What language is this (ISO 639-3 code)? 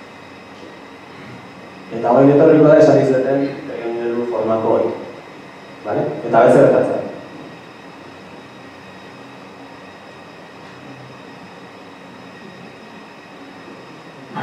eus